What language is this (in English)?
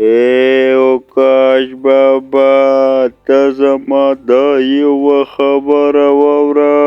Pashto